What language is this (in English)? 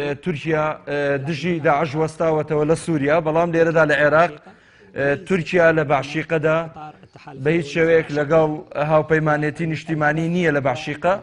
Central Kurdish